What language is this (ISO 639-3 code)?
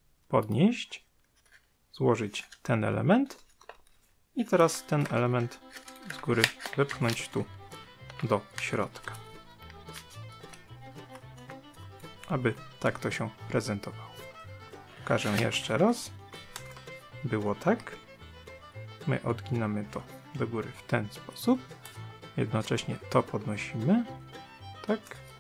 pol